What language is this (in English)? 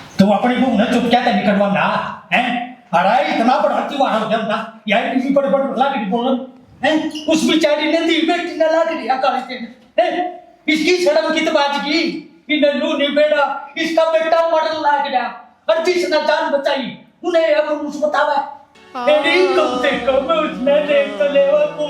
Haryanvi